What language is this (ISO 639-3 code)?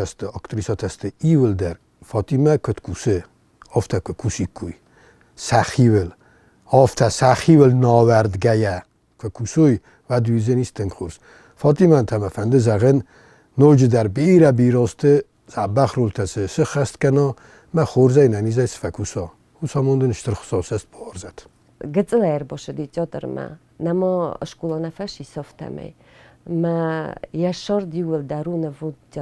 oss